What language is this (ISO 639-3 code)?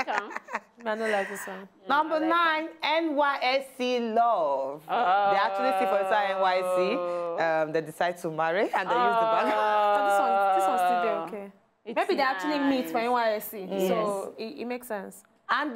pcm